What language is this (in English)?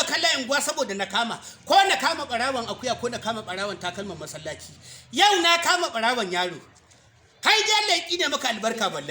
Hausa